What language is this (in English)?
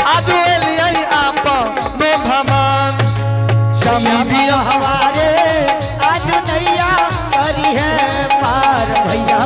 Angika